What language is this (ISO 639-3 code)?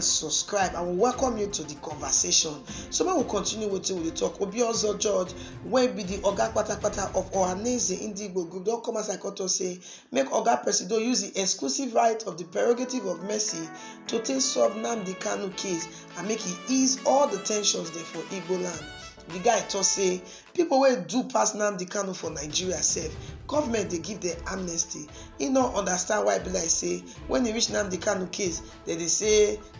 pcm